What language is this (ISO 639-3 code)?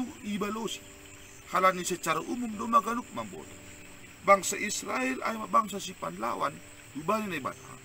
bts